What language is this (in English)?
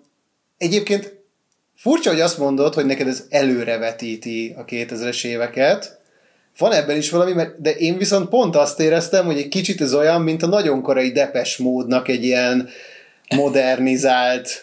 Hungarian